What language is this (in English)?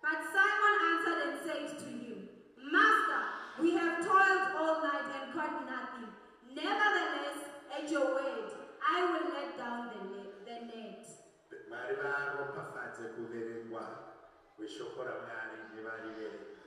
Shona